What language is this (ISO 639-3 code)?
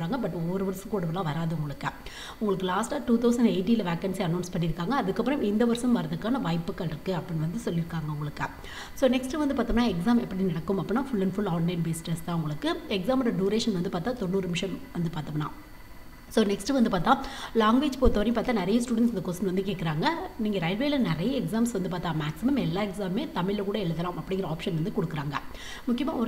tam